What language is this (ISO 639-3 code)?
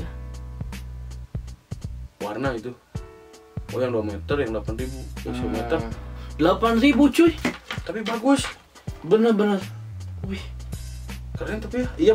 ind